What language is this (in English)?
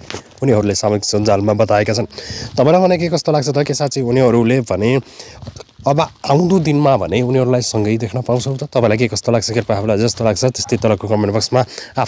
Nepali